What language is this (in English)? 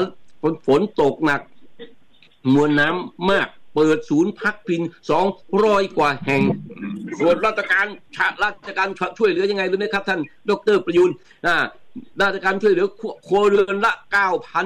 Thai